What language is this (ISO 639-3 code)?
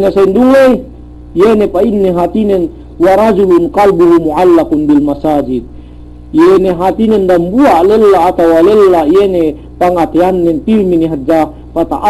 yka